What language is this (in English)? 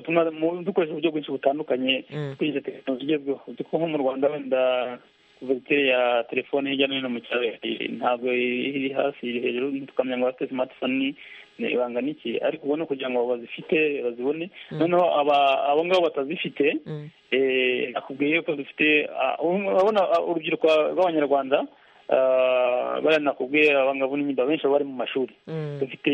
Kinyarwanda